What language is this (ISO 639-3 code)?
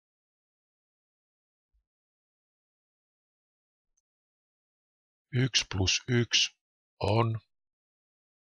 fin